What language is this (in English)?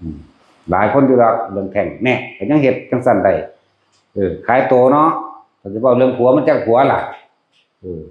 Northeastern Thai